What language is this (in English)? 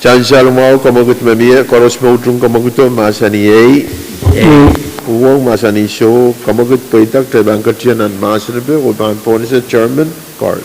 Pohnpeian